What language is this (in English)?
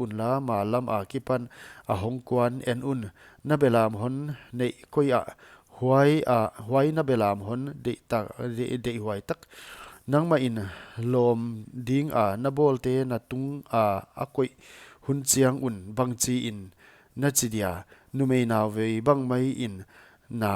Paite Chin